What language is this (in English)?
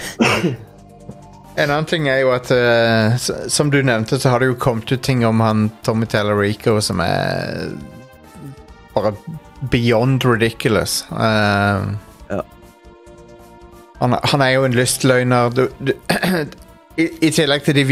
Norwegian